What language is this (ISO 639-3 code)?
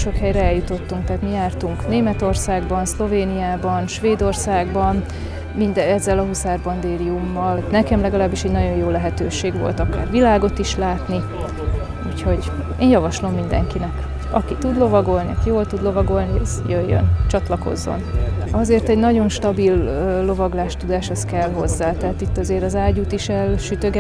hun